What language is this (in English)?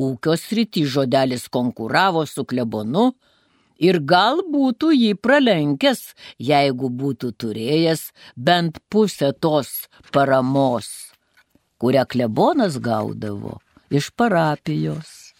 Lithuanian